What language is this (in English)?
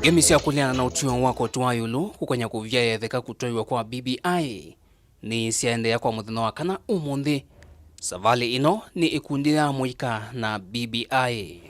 Kamba